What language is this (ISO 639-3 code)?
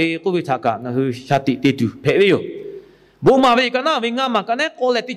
lhu